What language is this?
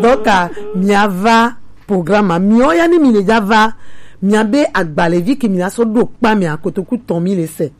Gen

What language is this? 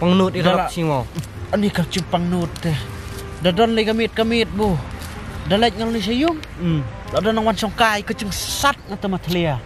Khasi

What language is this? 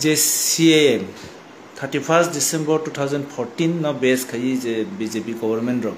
Kok Borok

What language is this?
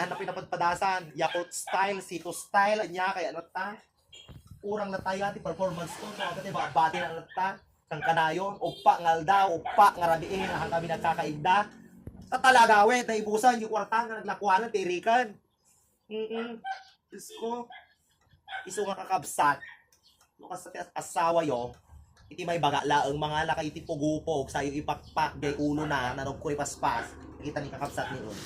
Iloko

